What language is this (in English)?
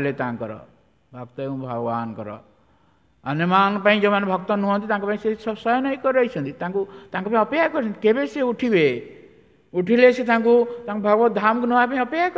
Odia